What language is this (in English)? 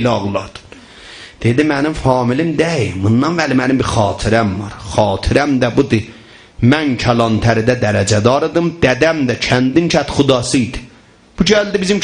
South Azerbaijani